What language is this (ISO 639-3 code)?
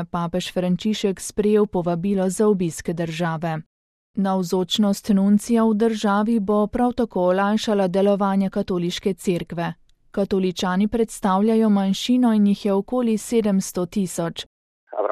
slv